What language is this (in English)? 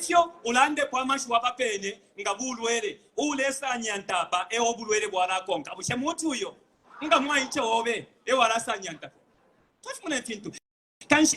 Bemba